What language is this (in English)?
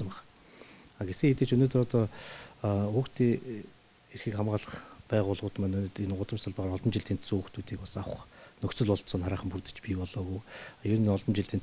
Mongolian